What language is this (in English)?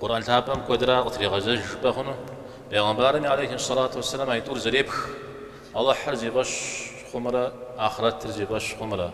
Kabardian